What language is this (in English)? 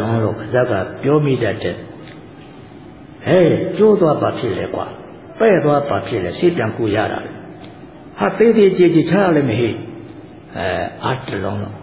Burmese